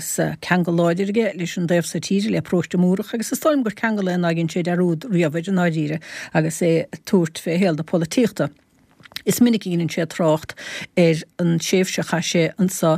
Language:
Irish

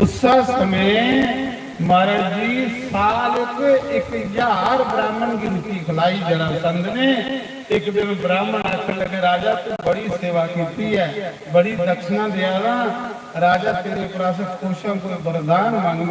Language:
Dogri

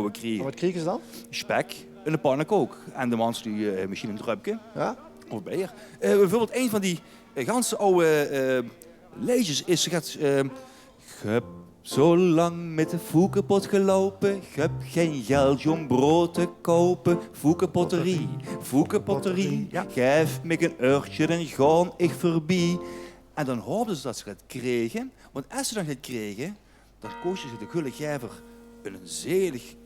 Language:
Limburgish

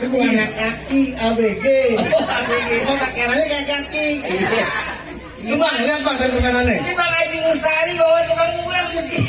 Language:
Betawi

